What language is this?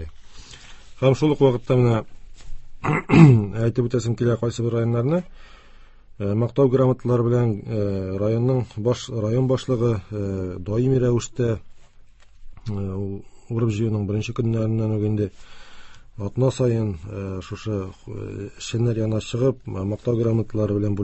Tatar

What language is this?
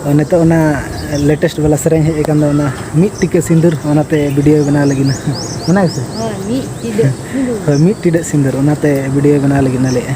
Santali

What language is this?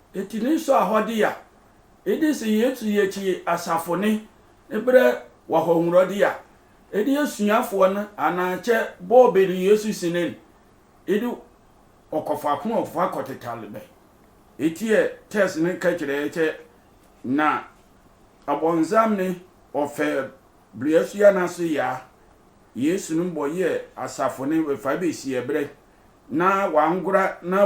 Sehwi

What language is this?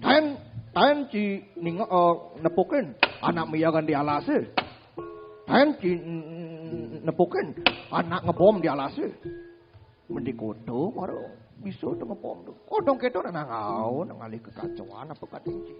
Balinese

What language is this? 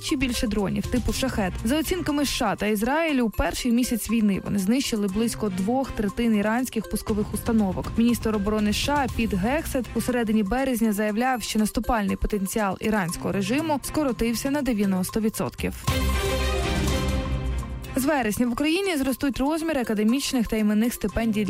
Ukrainian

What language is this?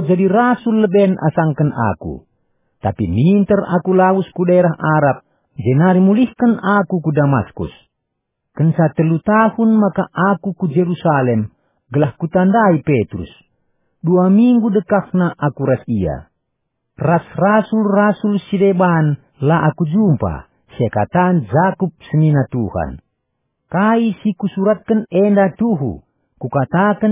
Batak Karo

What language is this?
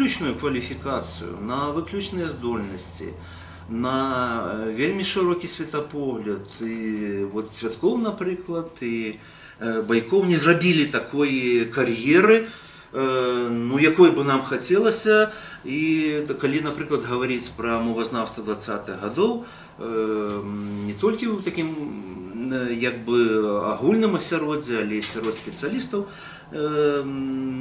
Belarusian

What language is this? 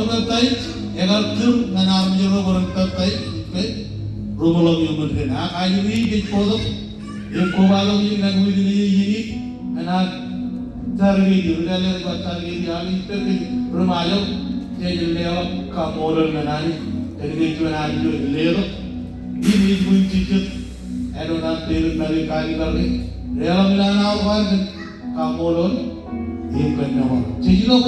Marshallese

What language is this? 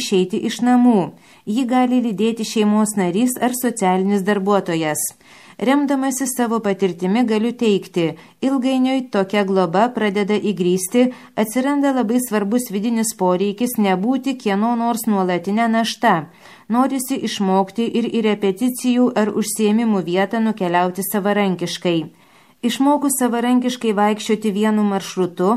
Lithuanian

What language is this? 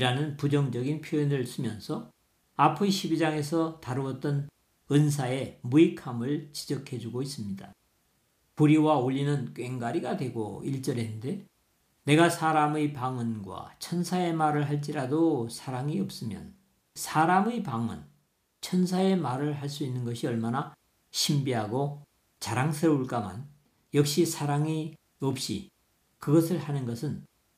Korean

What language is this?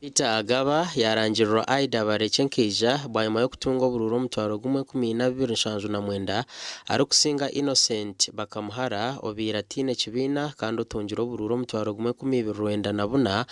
Nyankole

